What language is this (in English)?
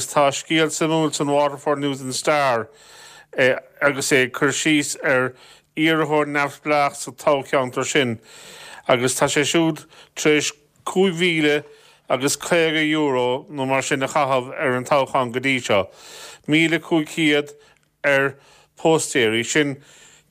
Irish